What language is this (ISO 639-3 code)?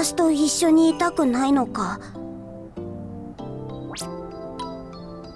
jpn